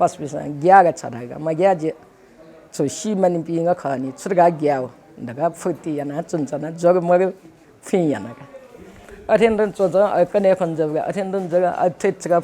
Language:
Newari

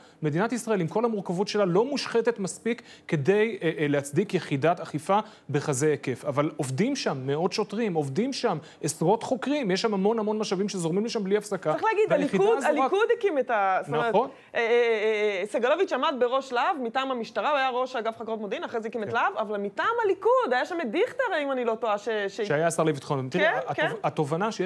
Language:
Hebrew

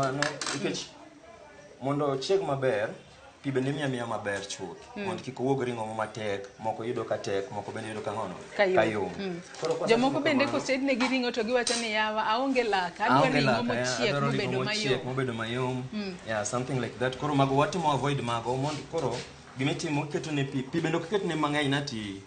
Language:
Luo (Kenya and Tanzania)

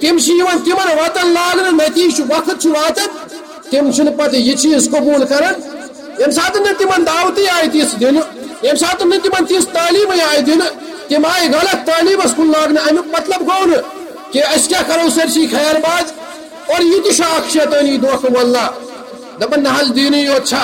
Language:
Kashmiri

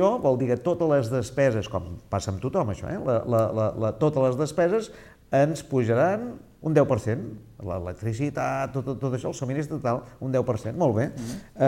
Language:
Catalan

